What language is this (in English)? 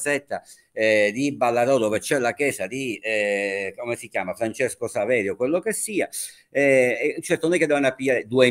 Italian